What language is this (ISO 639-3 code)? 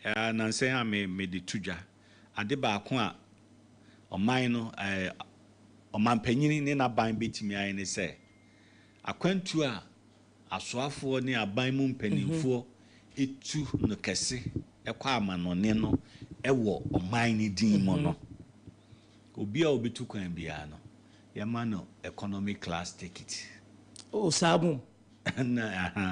aka